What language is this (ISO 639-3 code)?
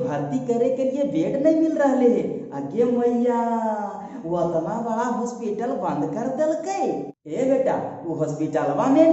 mag